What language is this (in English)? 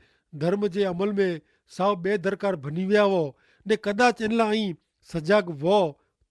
Kachhi